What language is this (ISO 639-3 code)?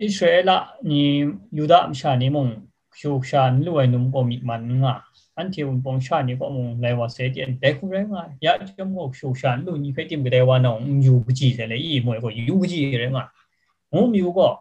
kac